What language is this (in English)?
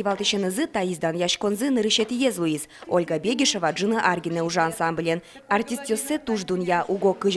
Udmurt